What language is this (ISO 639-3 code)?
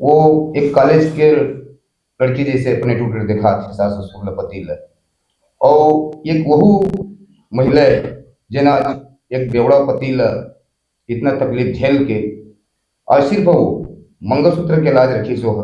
hne